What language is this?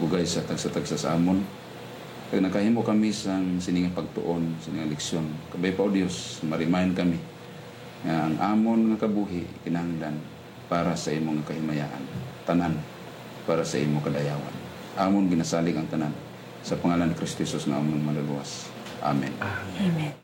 Hiligaynon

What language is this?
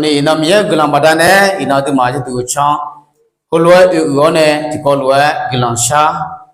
Akha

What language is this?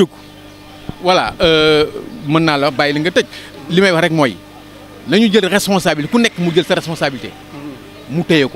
Wolof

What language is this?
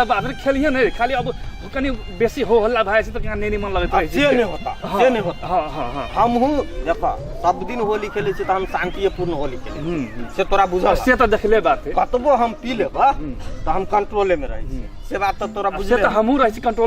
Maithili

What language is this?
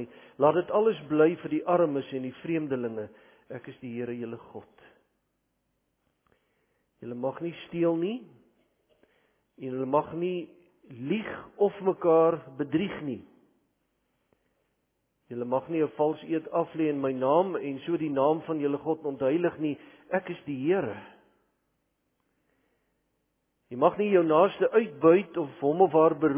Afrikaans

